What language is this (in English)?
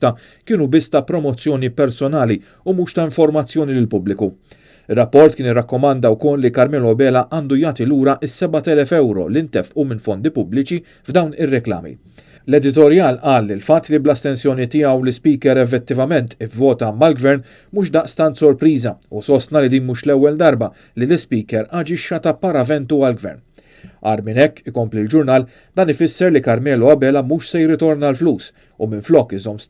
Maltese